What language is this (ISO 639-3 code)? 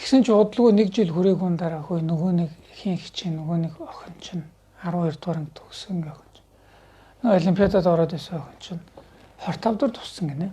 mon